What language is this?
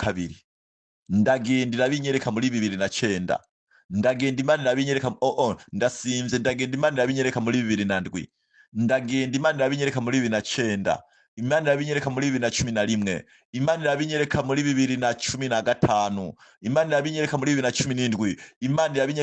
Rundi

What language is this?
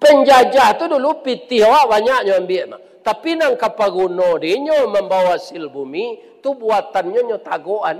Minangkabau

